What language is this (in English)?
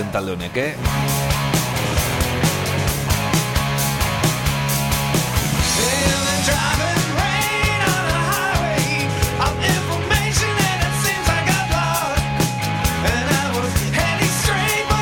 Basque